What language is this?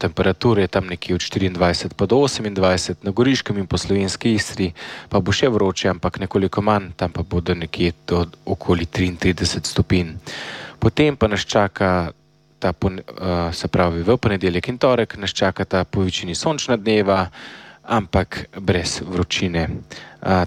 Slovenian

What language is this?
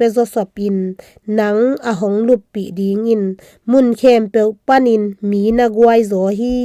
Tedim Chin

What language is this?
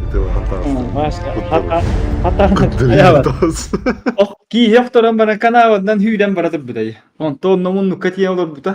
Yakut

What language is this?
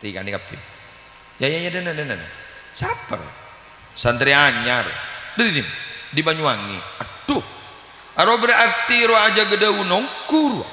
Madurese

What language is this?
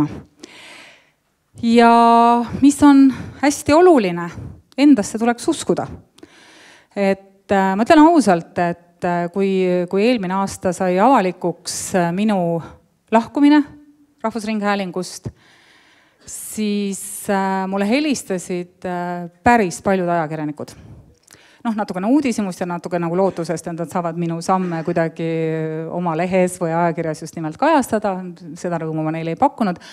Estonian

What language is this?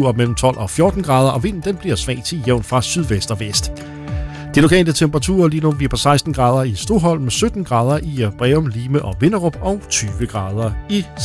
Danish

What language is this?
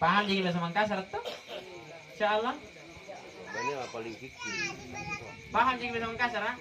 Makasar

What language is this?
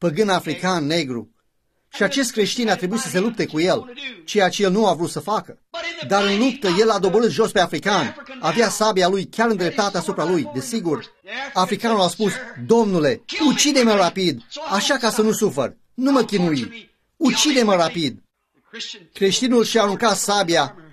Romanian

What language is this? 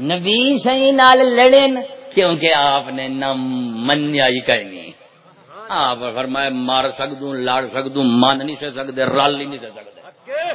Saraiki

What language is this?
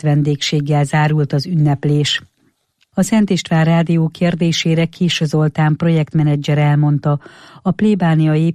Hungarian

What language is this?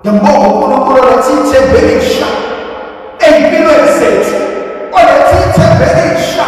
Zulu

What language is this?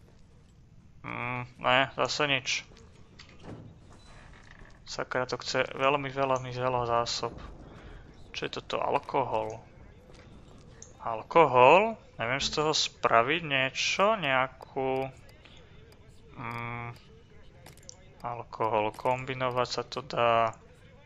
Slovak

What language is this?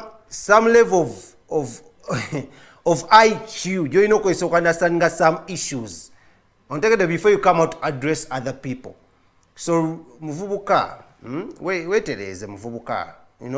Ganda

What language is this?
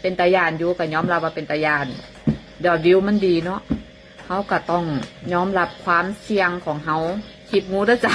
Northeastern Thai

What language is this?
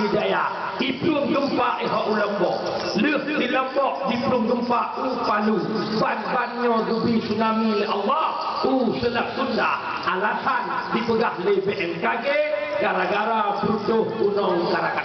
Achinese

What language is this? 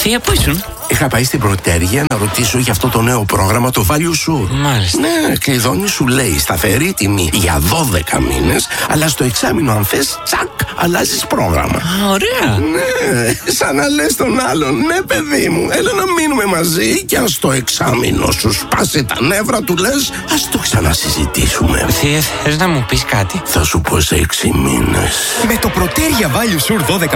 Greek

